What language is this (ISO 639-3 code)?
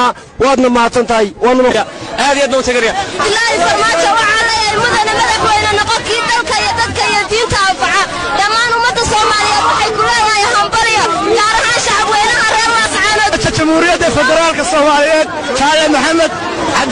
som